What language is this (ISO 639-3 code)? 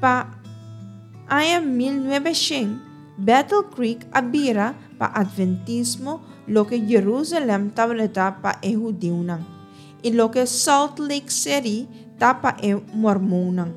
pap